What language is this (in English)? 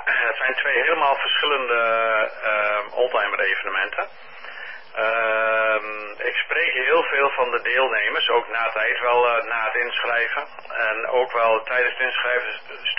Dutch